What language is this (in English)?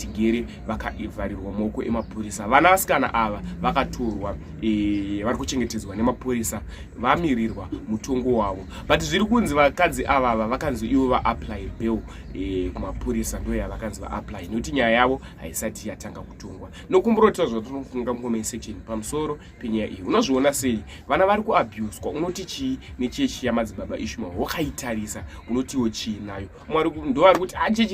Shona